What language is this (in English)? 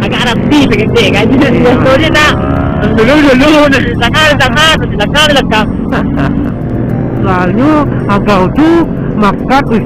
Minangkabau